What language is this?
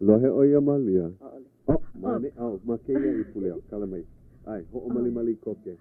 Hawaiian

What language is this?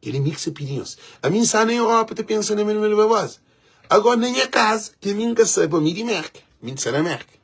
Kabuverdianu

